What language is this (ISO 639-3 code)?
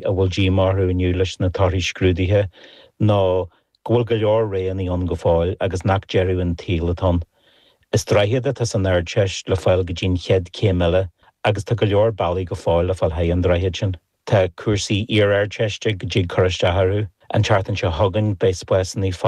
gle